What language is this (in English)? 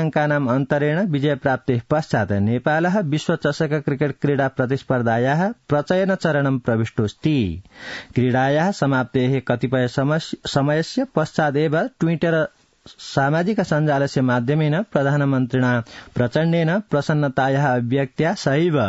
Sanskrit